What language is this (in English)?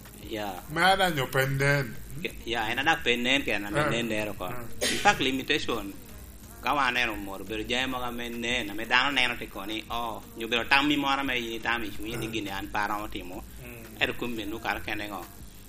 Lango (Uganda)